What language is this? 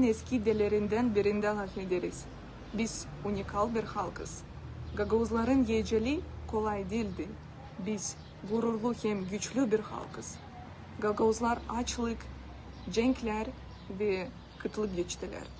Gagauz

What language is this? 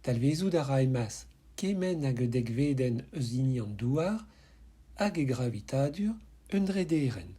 Breton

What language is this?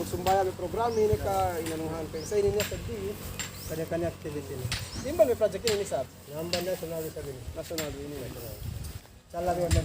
Yakan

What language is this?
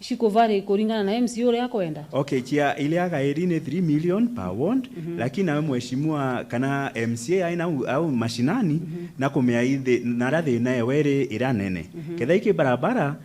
Meru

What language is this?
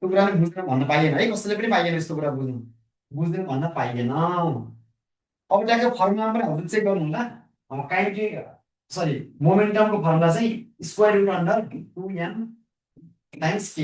Nepali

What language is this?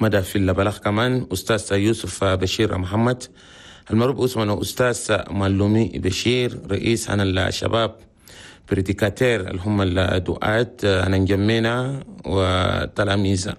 Chadian Arabic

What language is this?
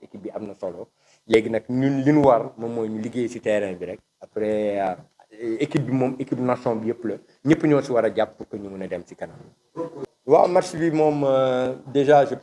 Wolof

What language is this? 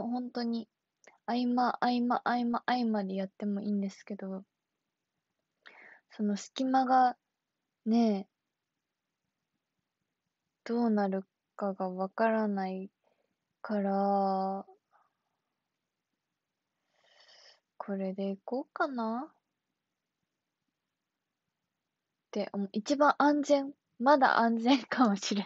Japanese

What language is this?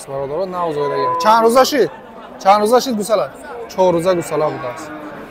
Tajik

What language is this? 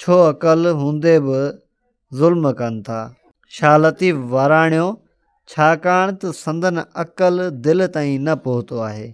Sindhi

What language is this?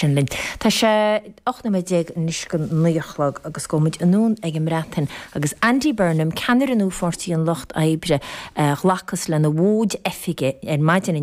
Irish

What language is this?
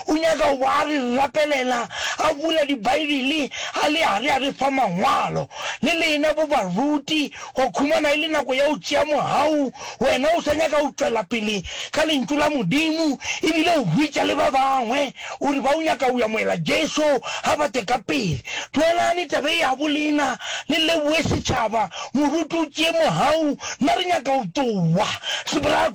Northern Sotho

